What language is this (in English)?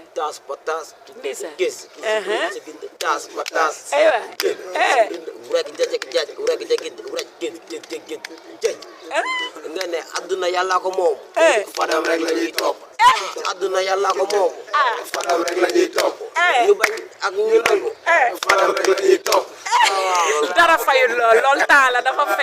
Wolof